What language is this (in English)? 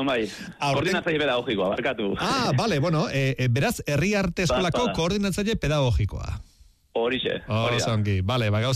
Basque